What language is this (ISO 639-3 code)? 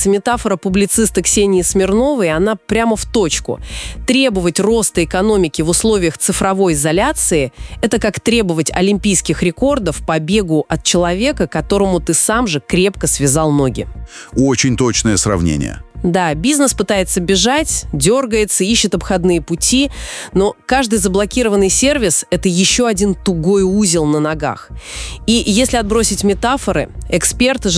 rus